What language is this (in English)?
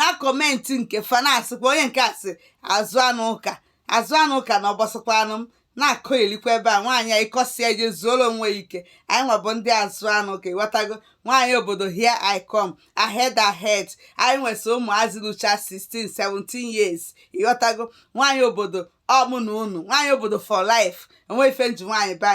Igbo